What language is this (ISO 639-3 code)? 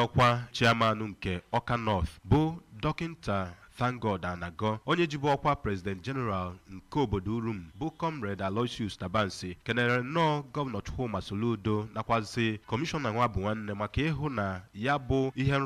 ibo